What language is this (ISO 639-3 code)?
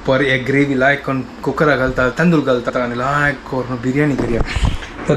kok